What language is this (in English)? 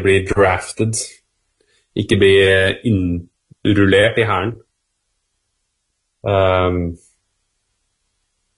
Norwegian